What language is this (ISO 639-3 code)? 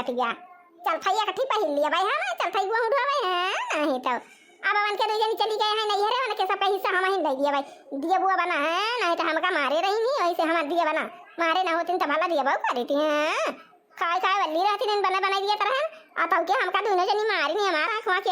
awa